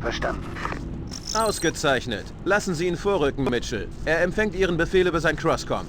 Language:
Bavarian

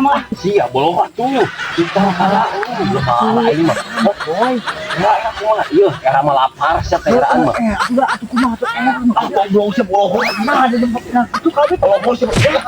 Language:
Sundanese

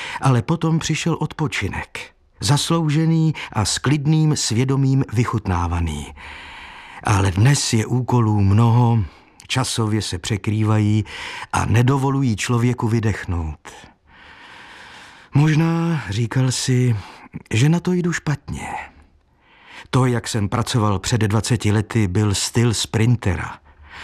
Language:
Czech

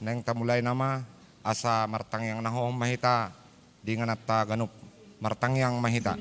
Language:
Batak Toba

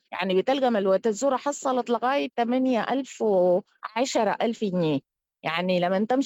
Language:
Sudanese Arabic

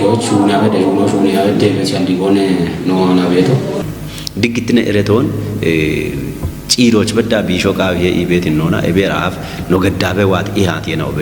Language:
Kafa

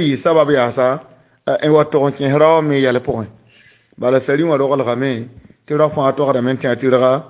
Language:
Mossi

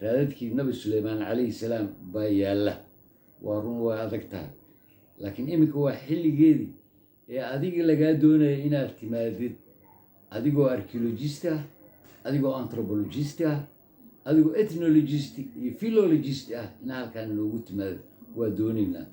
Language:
Somali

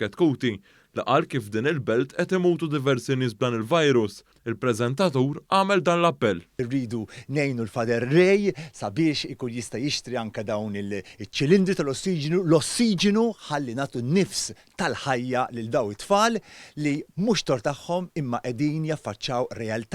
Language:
Maltese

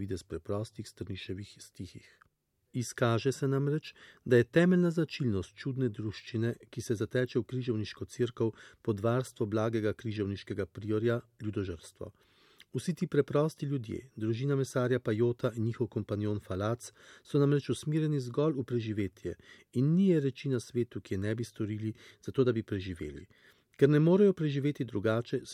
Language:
Slovenian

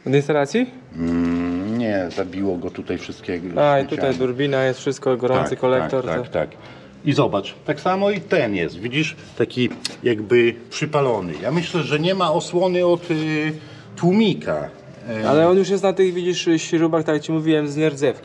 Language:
Polish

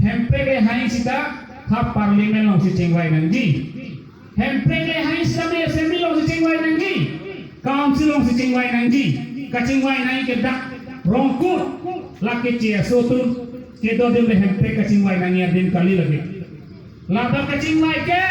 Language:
Karbi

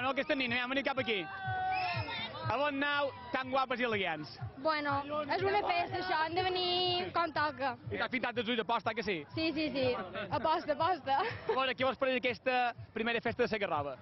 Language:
Catalan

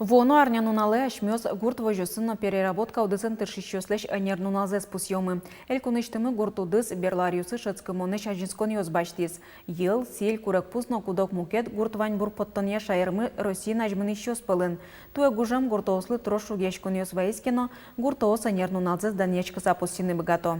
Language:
Udmurt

